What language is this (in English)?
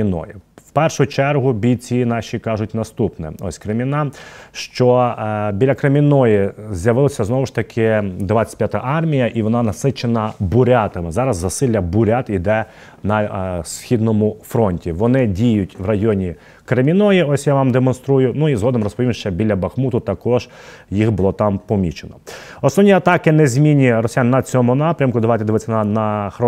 Ukrainian